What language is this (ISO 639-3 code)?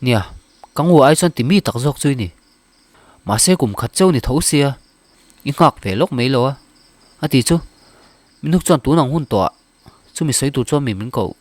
lus